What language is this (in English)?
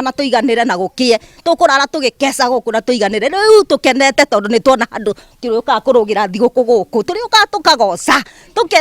Kikuyu